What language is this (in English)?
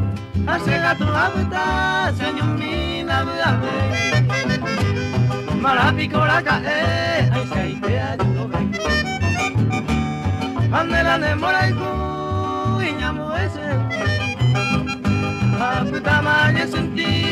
Spanish